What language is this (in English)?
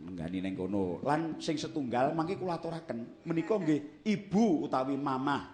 Javanese